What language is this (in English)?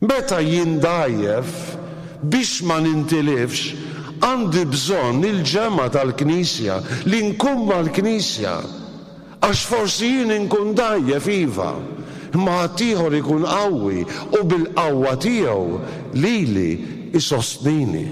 Maltese